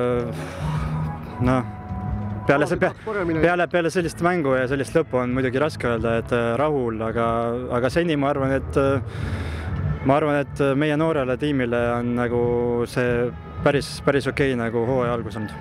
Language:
Estonian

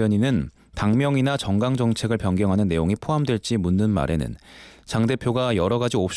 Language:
Korean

